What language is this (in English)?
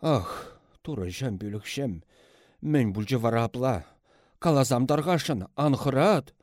Chuvash